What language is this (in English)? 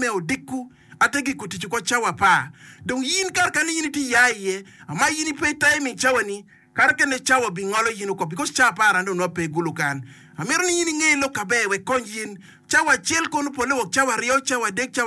Acoli